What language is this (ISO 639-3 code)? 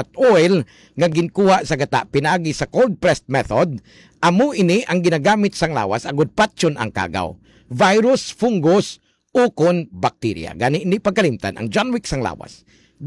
hil